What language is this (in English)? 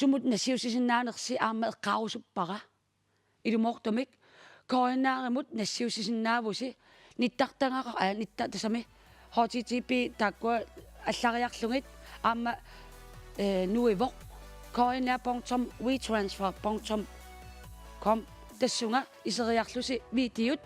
Kalaallisut